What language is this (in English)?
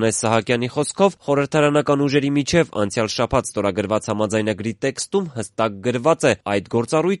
Armenian